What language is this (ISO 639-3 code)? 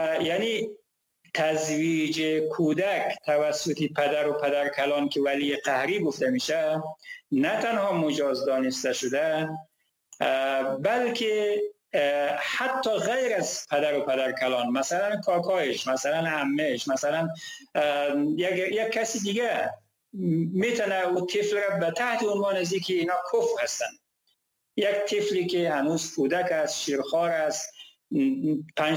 fas